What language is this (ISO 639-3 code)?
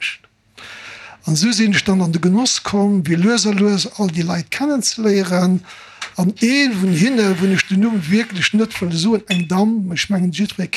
ltz